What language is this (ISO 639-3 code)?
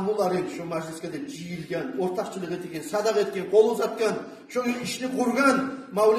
kum